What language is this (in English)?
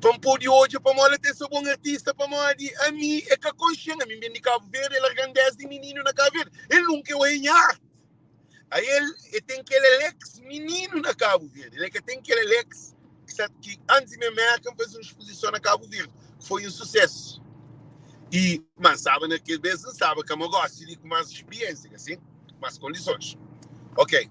Kabuverdianu